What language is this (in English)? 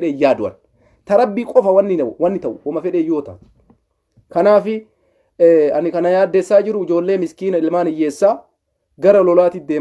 Oromo